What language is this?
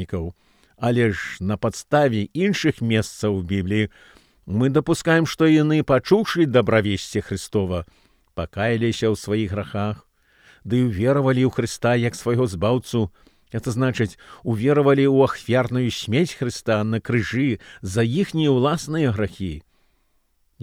Belarusian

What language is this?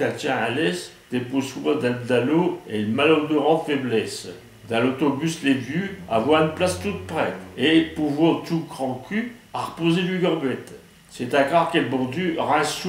Picard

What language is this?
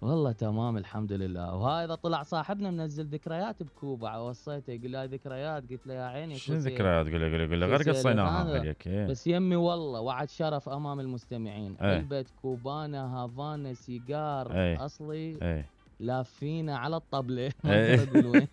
Mesopotamian Arabic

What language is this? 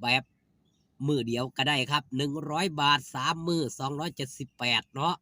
Northeastern Thai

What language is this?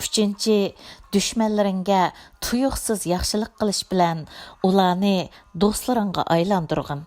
Uyghur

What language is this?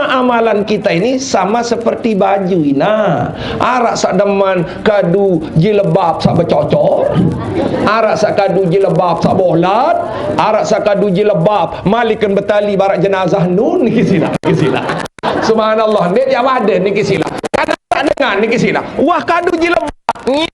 Sasak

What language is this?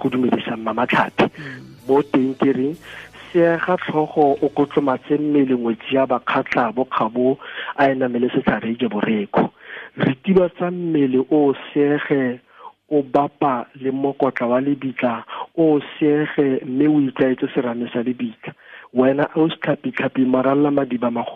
Tswana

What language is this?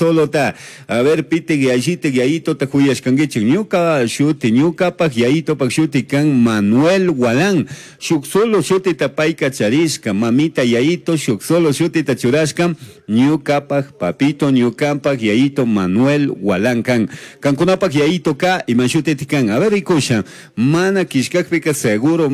Chimborazo Highland Quichua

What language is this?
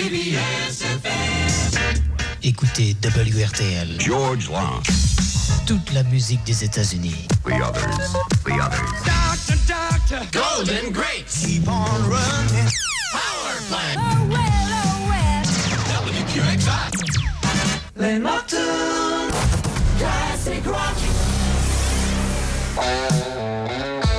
French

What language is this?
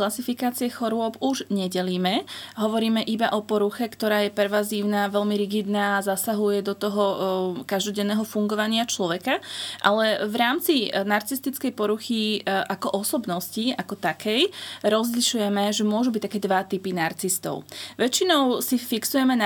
Slovak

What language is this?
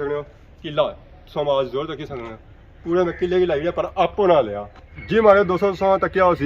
Pahari-Potwari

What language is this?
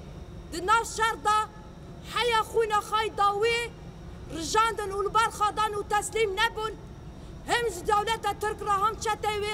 Kurdish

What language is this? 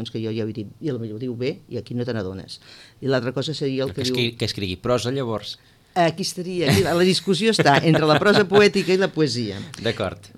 Catalan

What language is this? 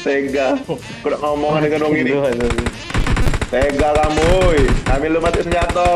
Musi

